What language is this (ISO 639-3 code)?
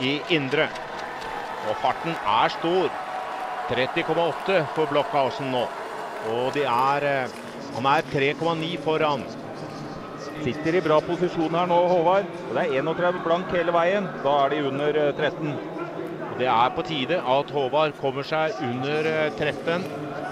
nor